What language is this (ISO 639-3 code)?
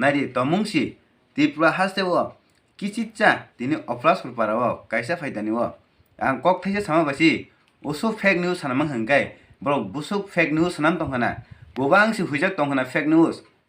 ria